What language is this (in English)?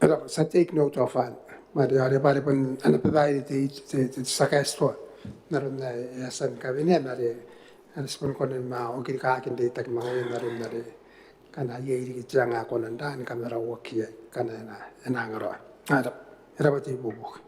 Gilbertese